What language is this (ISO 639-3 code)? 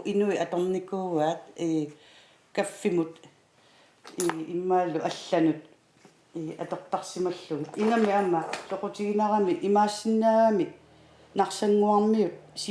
kal